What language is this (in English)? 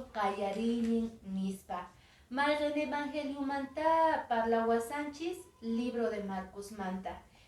Quechua